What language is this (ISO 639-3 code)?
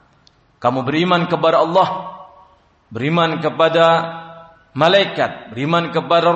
ind